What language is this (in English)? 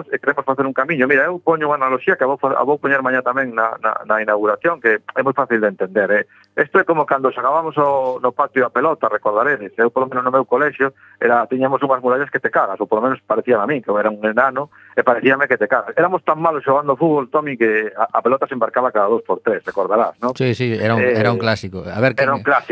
Galician